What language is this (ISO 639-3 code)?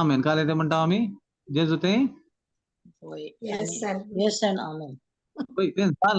kok